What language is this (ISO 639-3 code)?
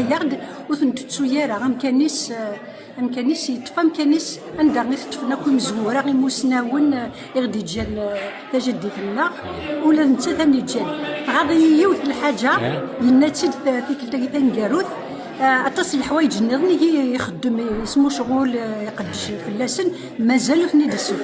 kab